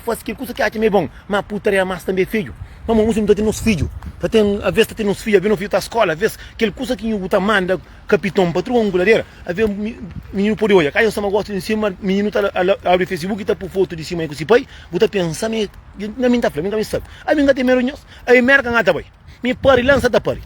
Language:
Kabuverdianu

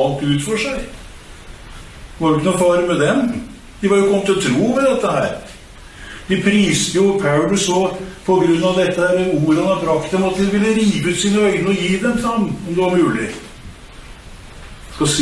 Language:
Norwegian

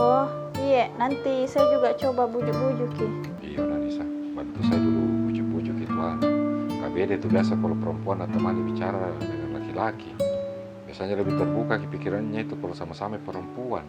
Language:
Makassar Malay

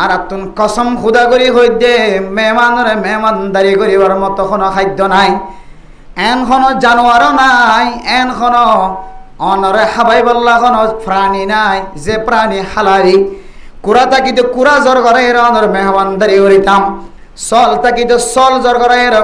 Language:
Rohingya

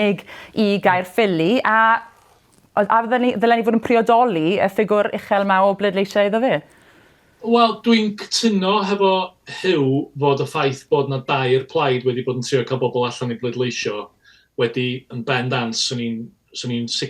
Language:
Welsh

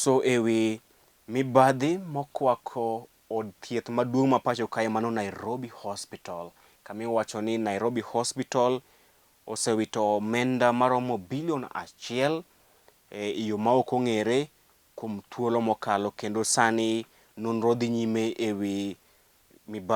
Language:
Luo (Kenya and Tanzania)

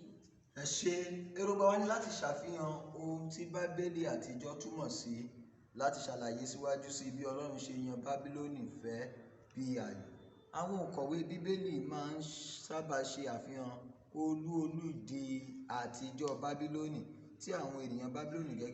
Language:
Yoruba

